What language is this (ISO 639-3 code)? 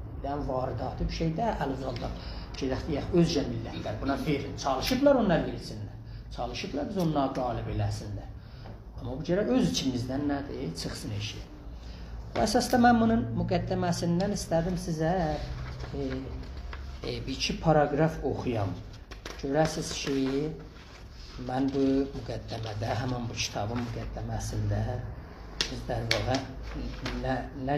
azb